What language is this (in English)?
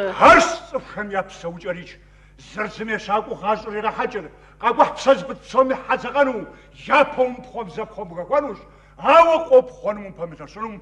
Kabardian